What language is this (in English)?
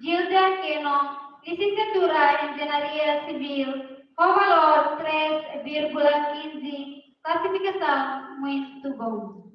Tetum